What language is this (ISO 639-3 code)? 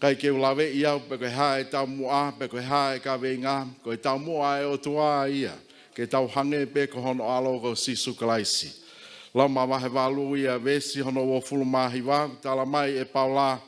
ton